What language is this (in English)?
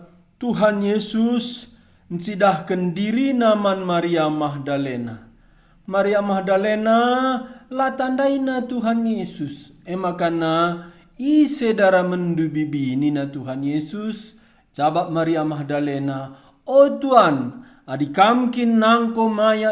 Batak Karo